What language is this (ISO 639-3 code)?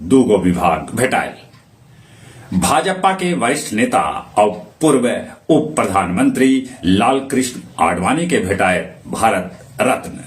mag